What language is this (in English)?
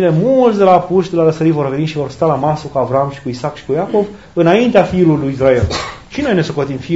Romanian